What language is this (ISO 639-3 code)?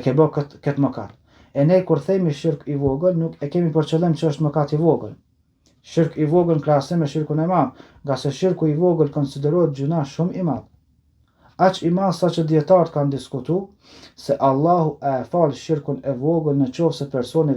sqi